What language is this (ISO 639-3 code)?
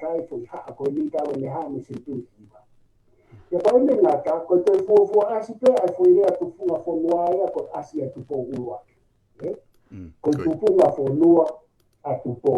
ton